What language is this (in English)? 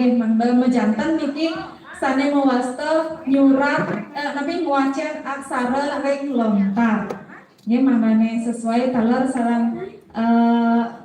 Balinese